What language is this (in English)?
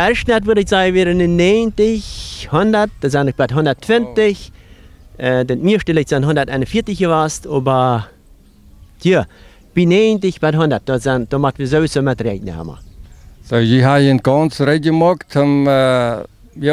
Plautdietsch